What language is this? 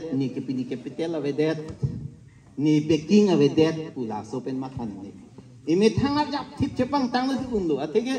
Karbi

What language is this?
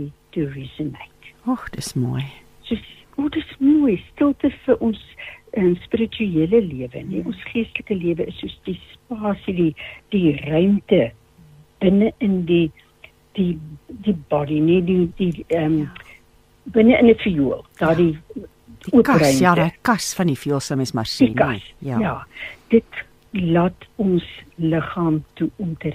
Afrikaans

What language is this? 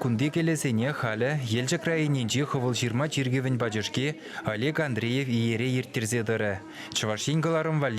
Chuvash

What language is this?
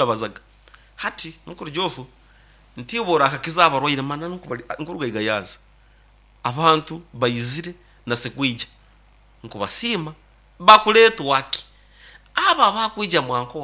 Nyoro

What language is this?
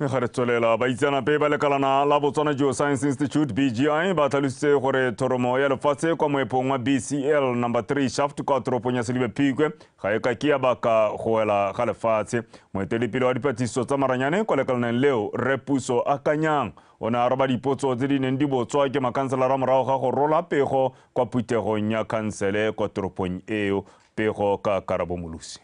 Tswana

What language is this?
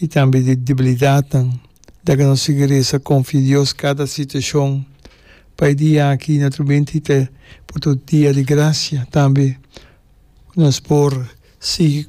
Papiamento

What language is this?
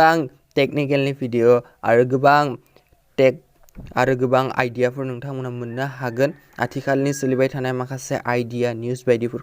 Bodo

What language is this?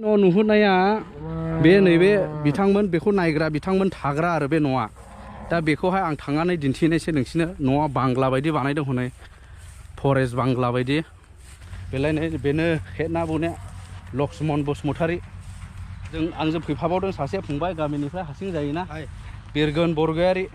Bodo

